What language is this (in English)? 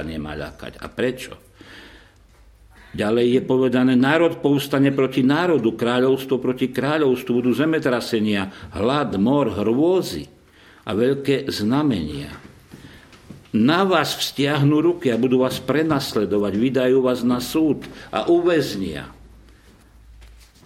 Slovak